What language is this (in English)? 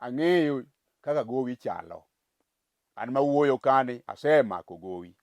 Luo (Kenya and Tanzania)